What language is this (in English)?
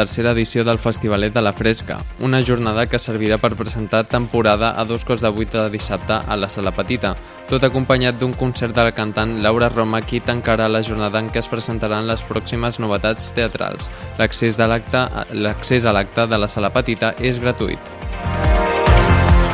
Catalan